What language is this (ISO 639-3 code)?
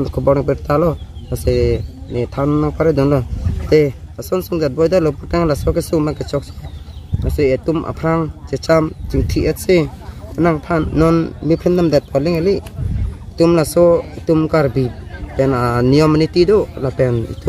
mjw